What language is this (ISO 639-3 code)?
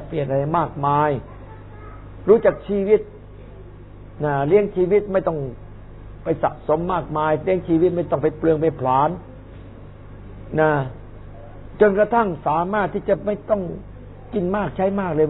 tha